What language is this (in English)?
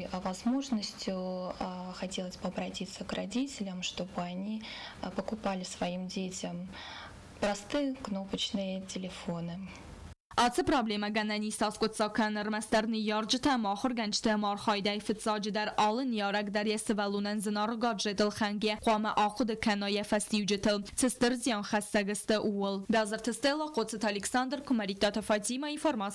Ossetic